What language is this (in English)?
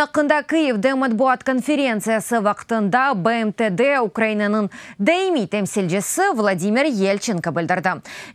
Crimean Tatar